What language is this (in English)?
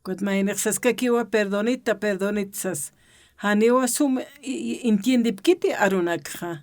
Aymara